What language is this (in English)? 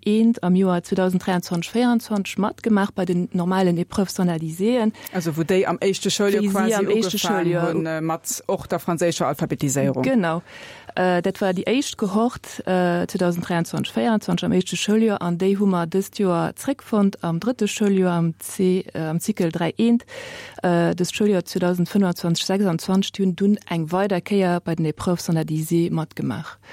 Luxembourgish